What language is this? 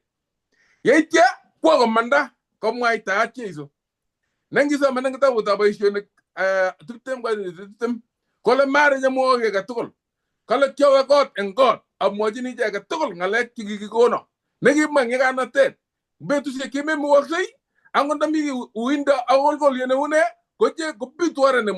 Kalenjin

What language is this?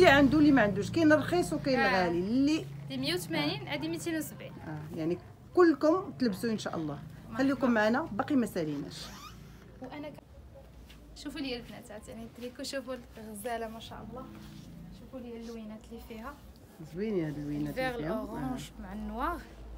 Moroccan Arabic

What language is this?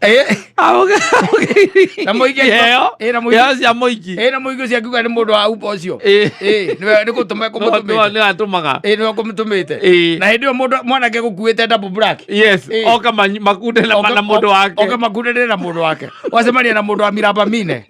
Kikuyu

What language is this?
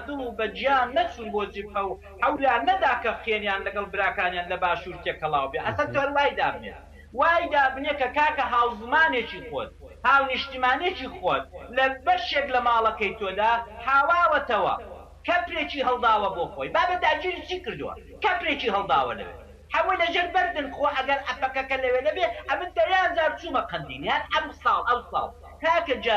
Central Kurdish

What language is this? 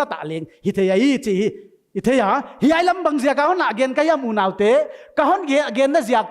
Paite Chin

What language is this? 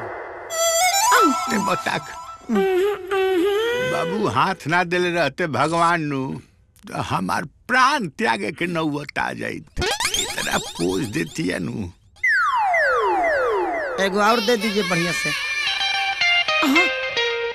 Bhojpuri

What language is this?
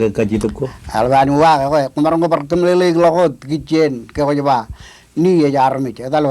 Marshallese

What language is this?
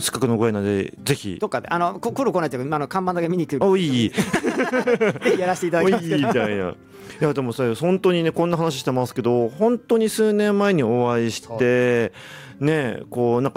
Japanese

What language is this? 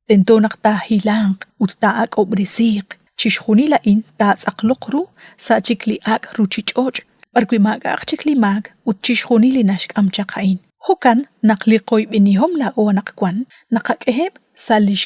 Kekchí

